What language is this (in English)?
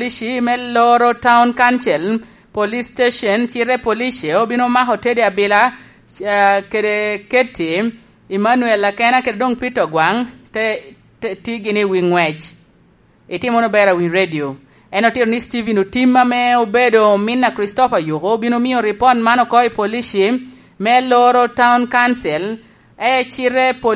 Lango (Uganda)